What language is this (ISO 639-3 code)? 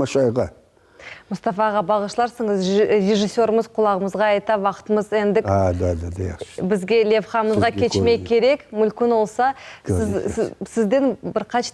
crh